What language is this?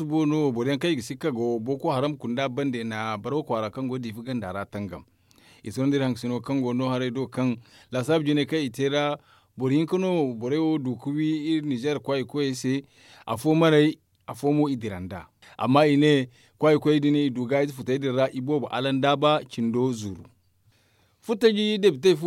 Zarma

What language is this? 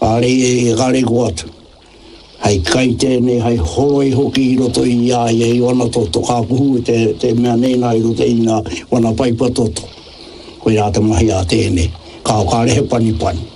Māori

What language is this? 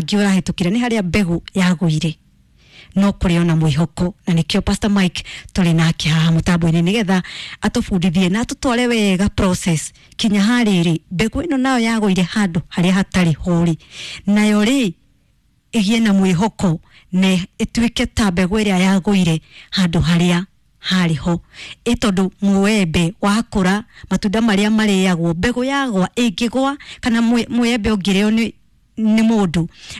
Kikuyu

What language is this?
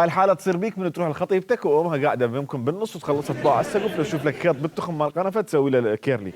Mesopotamian Arabic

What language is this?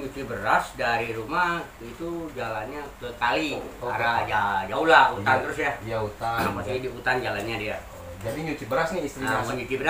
Betawi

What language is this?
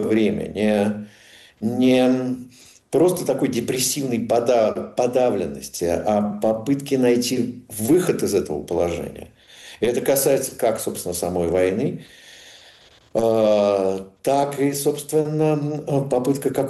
Russian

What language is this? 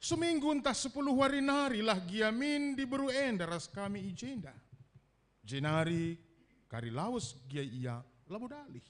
Batak Karo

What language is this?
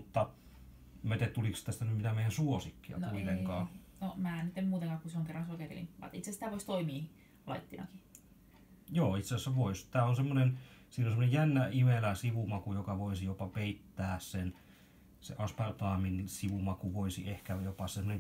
Finnish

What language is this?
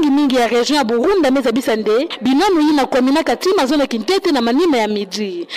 Kituba (Democratic Republic of Congo)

